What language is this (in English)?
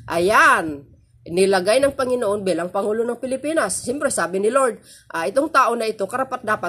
Filipino